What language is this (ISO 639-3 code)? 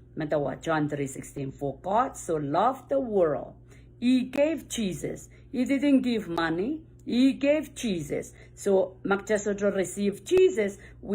pon